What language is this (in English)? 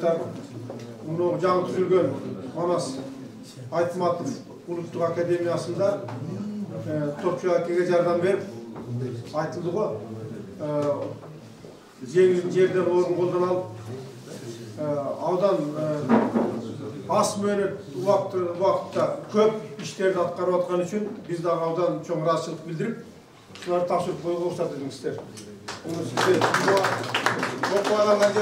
Kyrgyz